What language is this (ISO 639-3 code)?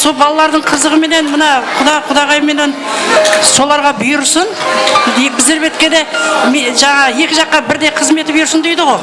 kaa